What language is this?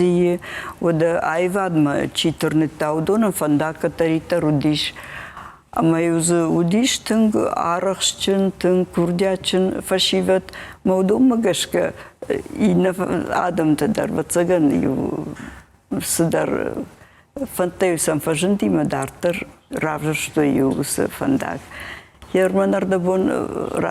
Ossetic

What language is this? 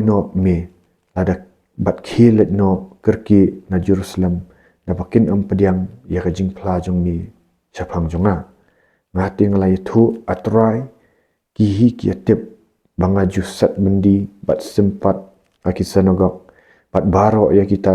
Khasi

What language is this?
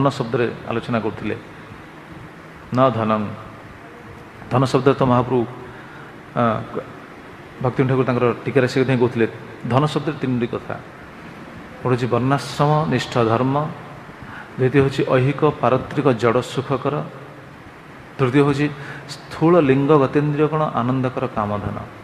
Odia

